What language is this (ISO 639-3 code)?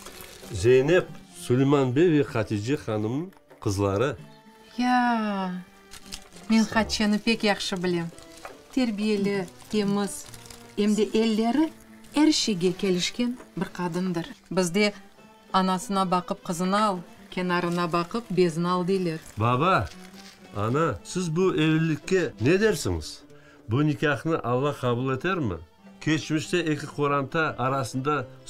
crh